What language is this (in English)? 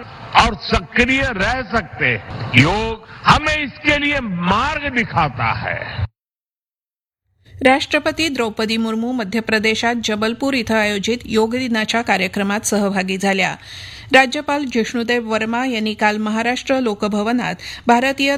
Marathi